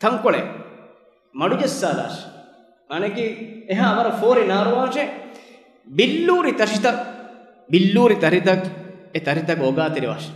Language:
Divehi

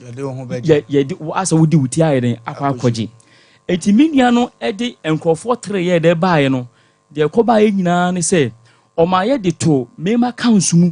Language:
Akan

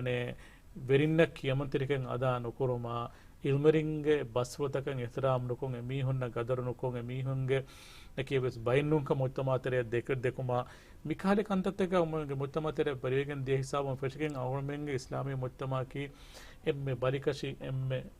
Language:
Divehi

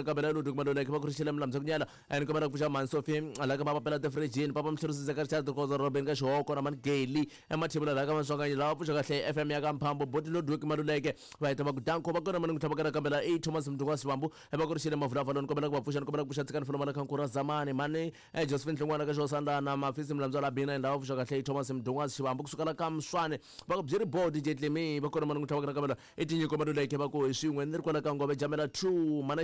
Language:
Tsonga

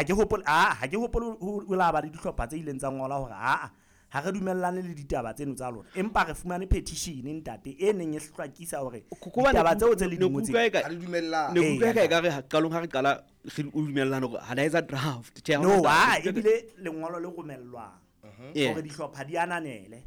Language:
Southern Sotho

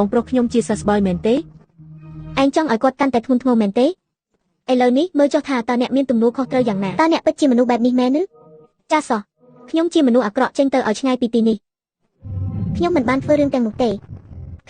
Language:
Khmer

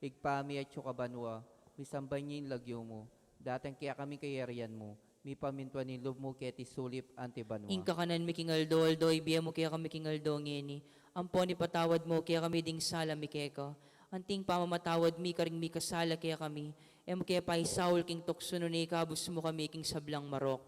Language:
Pampanga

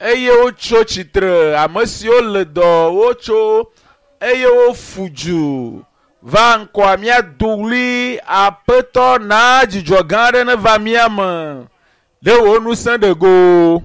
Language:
Ewe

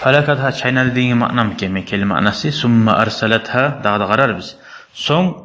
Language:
Kumyk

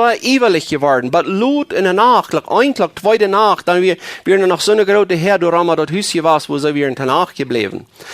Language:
Plautdietsch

